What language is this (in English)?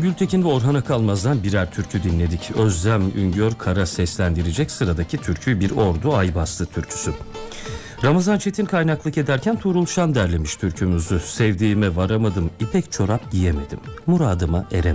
Turkish